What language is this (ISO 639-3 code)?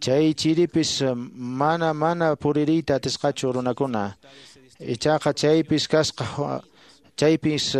que